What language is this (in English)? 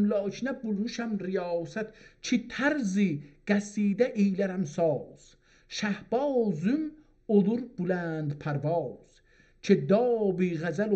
South Azerbaijani